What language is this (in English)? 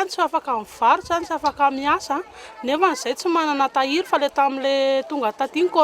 Malagasy